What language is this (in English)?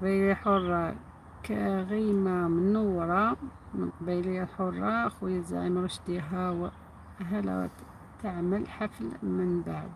Algerian Arabic